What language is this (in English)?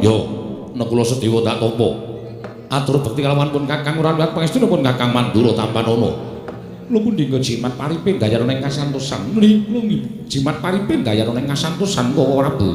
Javanese